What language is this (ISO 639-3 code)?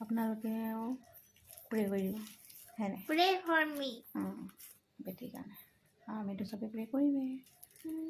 asm